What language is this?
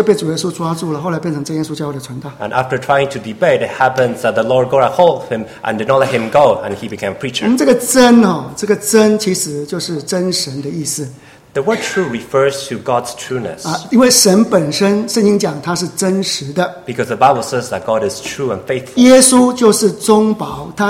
Chinese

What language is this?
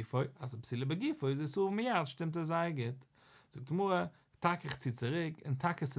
Yiddish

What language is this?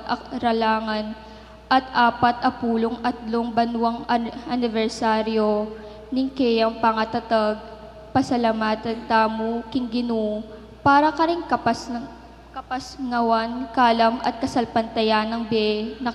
Pampanga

